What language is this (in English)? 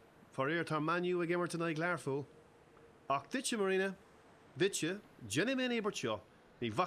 Irish